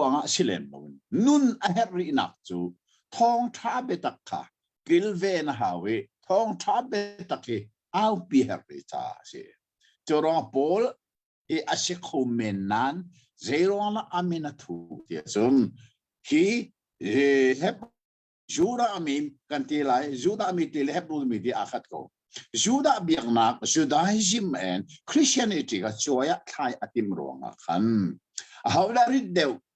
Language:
Hakha Chin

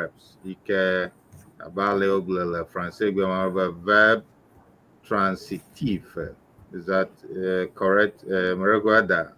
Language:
Ewe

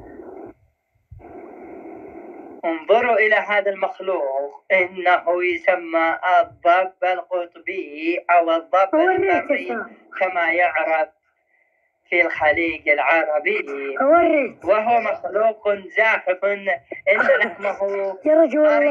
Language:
Arabic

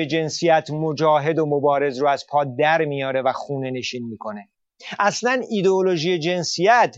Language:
Persian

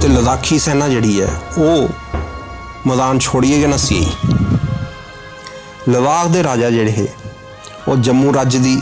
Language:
Dogri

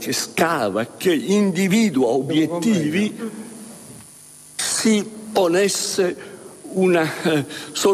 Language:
Italian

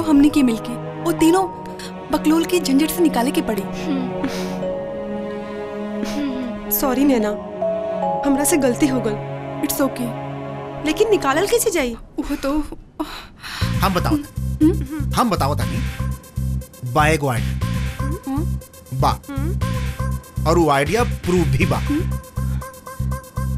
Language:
Bhojpuri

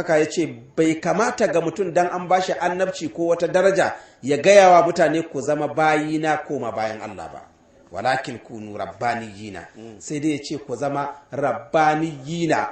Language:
Hausa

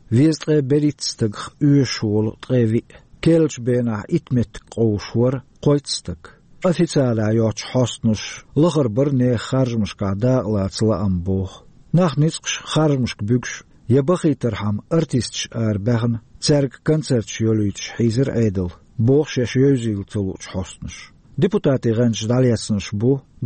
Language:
Chechen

